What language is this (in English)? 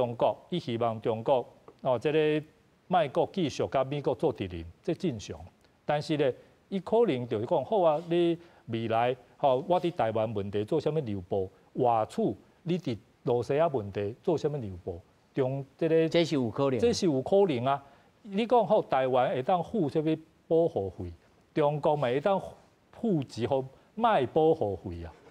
Min Nan Chinese